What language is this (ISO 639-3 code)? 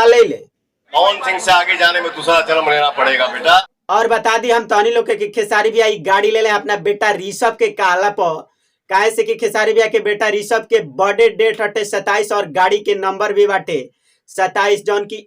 bho